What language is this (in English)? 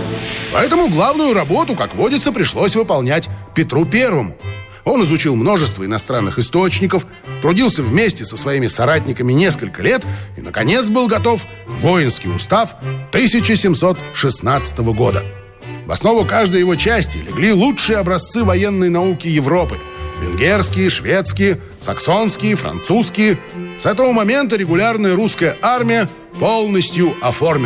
Russian